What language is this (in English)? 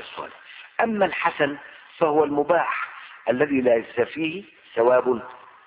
Arabic